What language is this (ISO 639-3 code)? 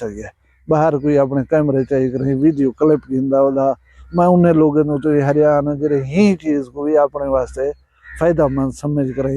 skr